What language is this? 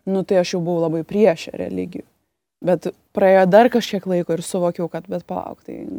Lithuanian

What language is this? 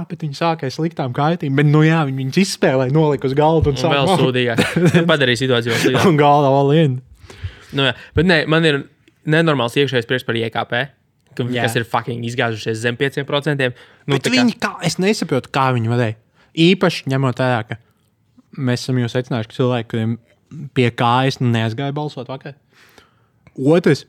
Latvian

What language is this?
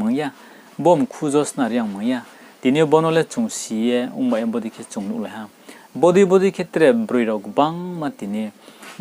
Riang (India)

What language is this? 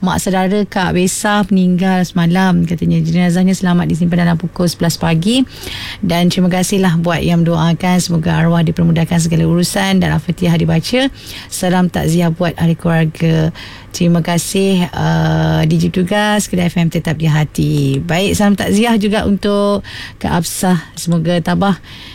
Malay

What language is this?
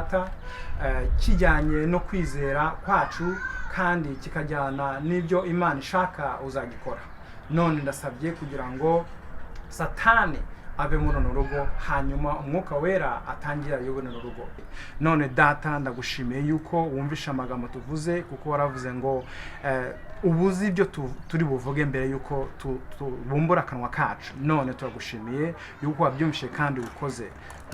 Kinyarwanda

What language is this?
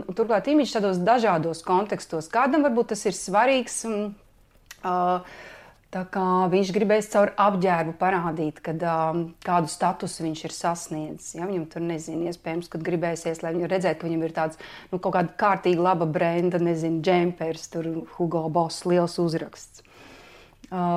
Latvian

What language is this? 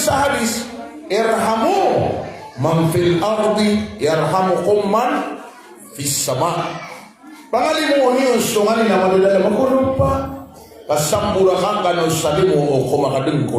Maranao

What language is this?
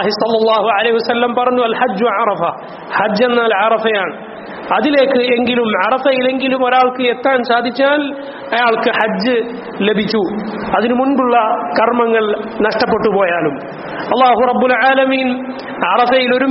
Malayalam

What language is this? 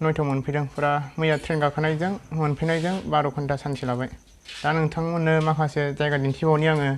Bodo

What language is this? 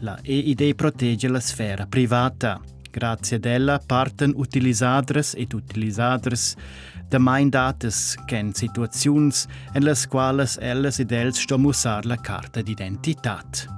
Romansh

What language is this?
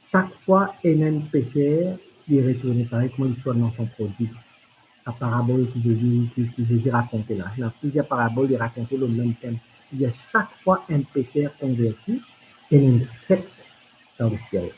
Morisyen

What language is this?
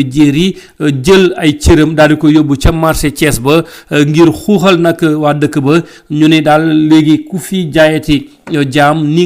Wolof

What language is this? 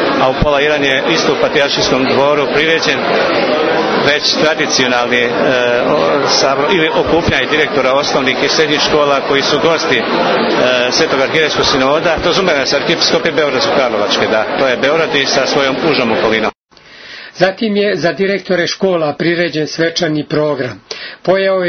Serbian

